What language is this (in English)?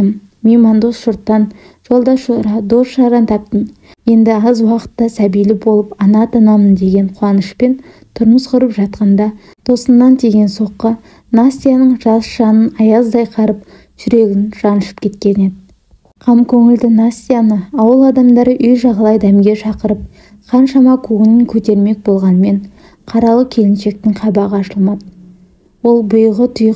Kazakh